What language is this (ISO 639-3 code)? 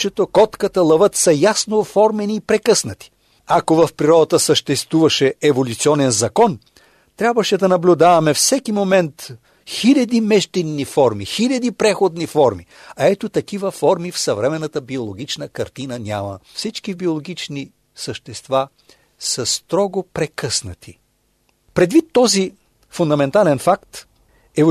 bul